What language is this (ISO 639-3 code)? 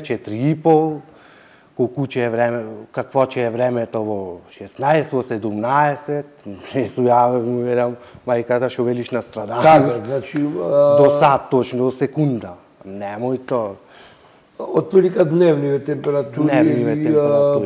mkd